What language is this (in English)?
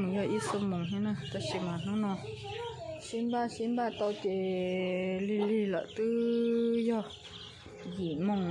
Hmong